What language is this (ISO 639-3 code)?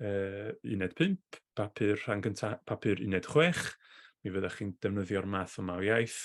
cym